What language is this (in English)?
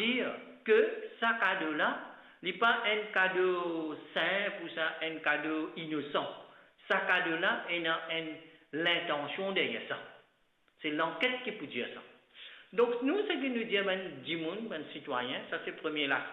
Morisyen